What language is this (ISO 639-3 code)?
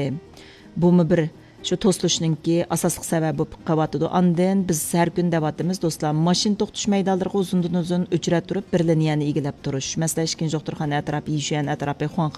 uig